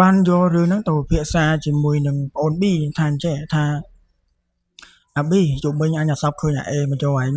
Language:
Khmer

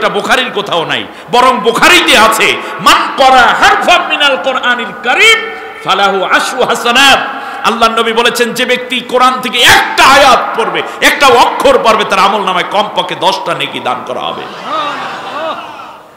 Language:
Bangla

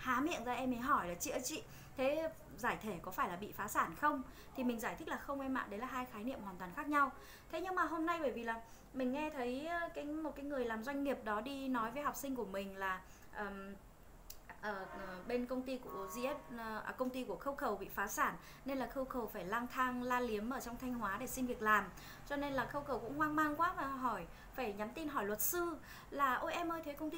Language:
Vietnamese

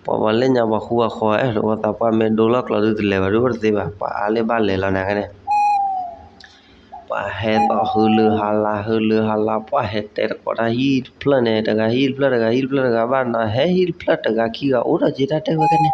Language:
S'gaw Karen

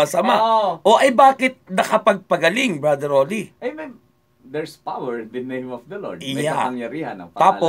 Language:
Filipino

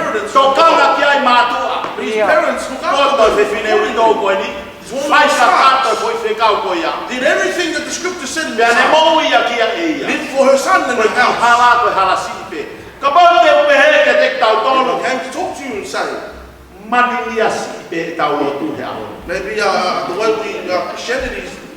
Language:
Tongan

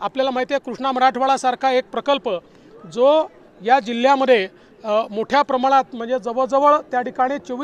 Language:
Marathi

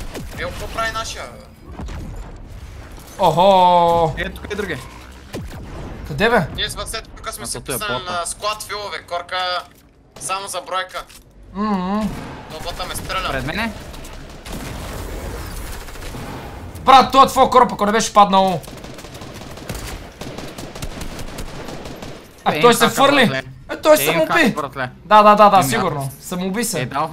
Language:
Bulgarian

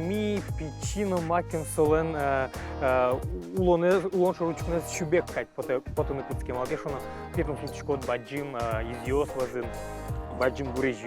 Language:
Udmurt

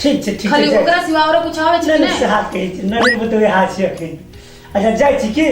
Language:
Maithili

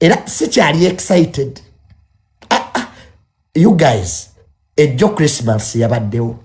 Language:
Ganda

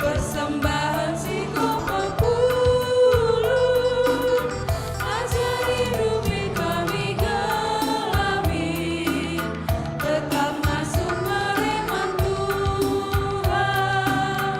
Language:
Batak Karo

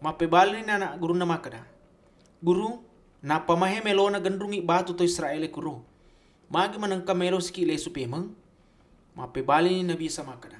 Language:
Buginese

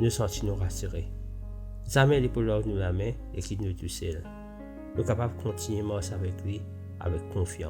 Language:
Morisyen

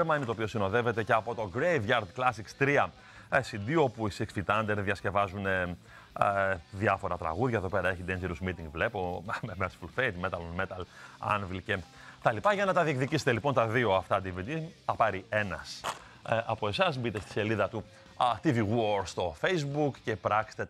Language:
Greek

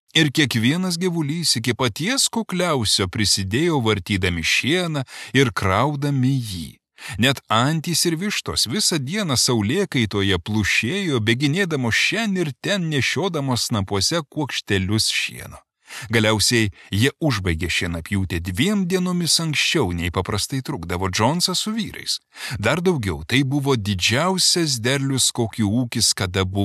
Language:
Lithuanian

